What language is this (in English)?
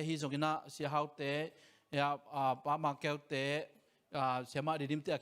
Tedim Chin